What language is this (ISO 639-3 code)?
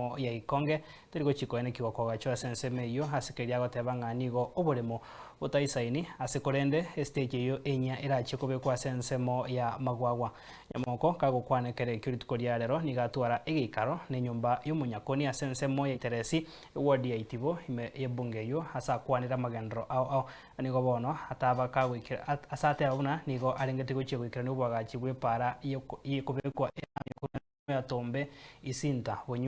guz